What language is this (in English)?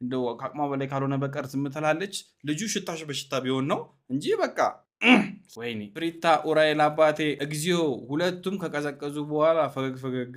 Amharic